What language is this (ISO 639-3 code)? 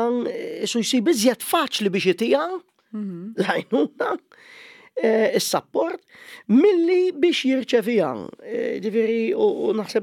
mlt